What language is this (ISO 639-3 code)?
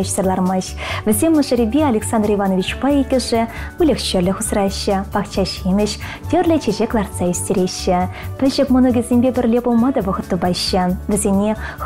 chv